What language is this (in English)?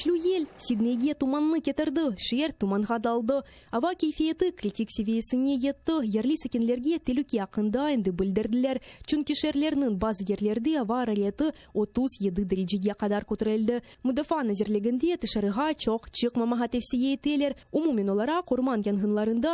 Crimean Tatar